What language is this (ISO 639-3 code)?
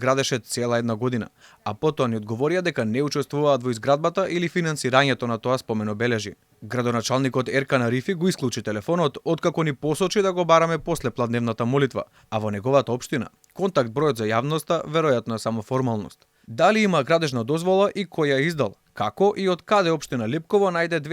mkd